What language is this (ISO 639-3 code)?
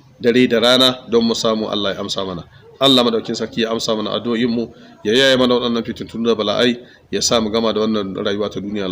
hau